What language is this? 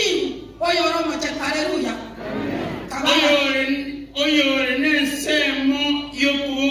Gusii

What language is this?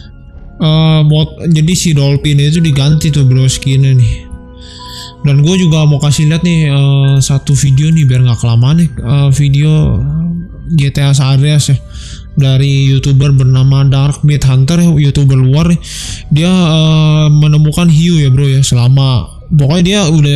Indonesian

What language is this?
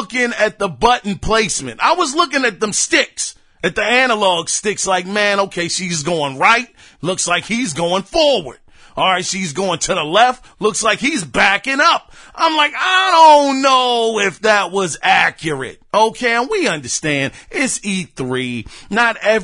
English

